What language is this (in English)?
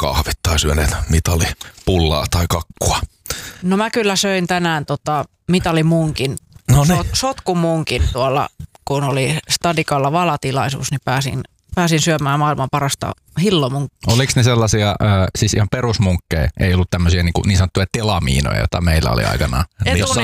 Finnish